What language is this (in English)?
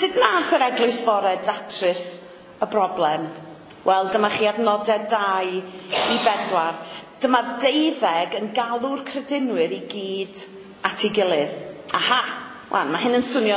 Welsh